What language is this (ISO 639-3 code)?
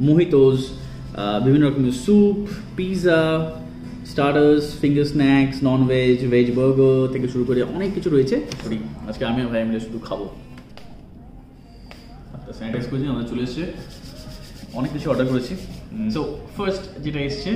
ben